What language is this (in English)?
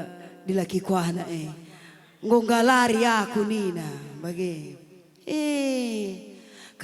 Batak Karo